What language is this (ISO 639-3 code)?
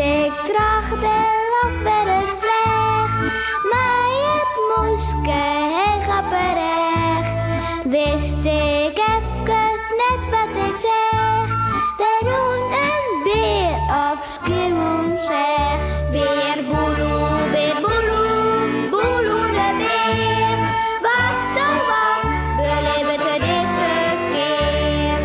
fry